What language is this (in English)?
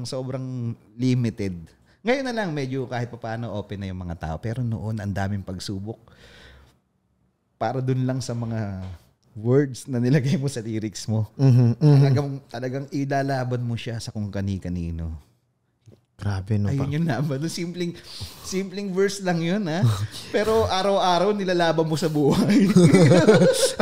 Filipino